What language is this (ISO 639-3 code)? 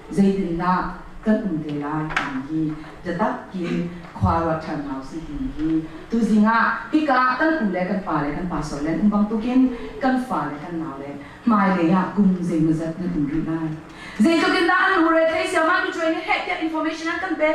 cnh